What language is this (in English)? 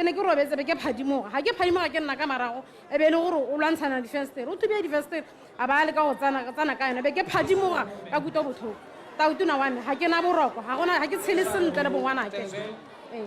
Tswana